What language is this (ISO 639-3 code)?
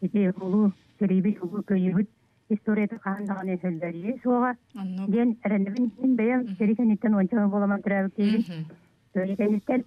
sah